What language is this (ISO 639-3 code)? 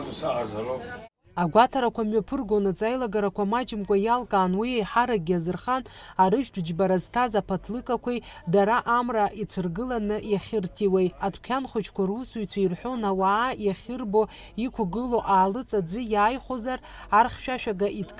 abk